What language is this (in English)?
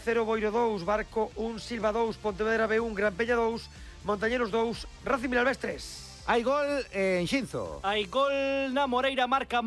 Galician